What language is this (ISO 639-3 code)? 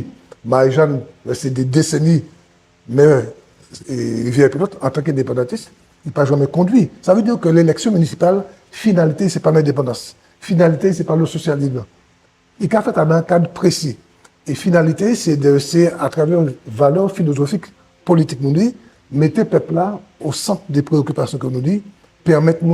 gcf